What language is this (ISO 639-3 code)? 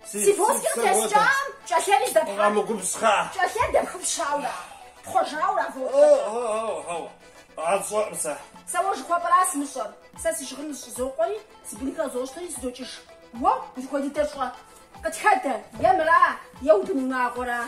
kbd